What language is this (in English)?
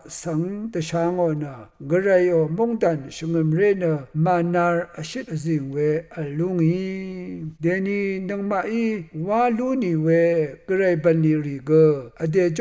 Rawang